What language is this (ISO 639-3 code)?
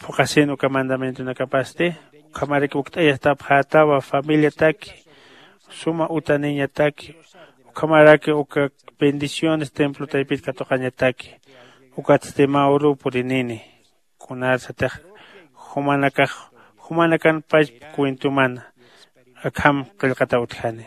aym